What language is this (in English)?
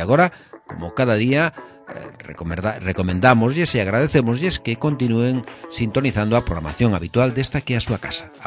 Galician